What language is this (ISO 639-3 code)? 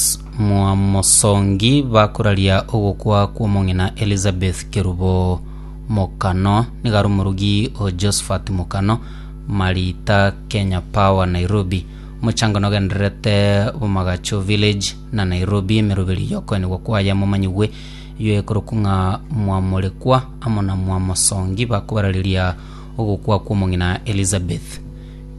guz